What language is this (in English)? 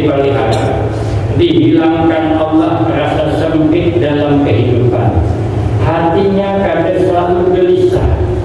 Banjar